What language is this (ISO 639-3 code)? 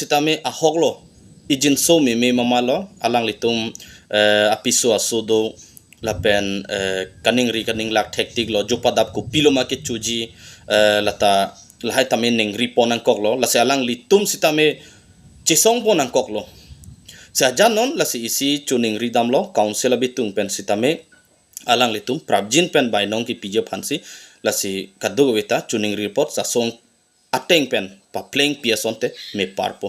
mjw